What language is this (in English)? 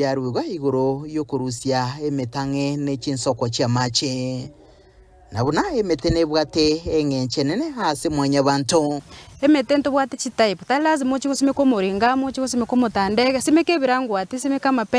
Gusii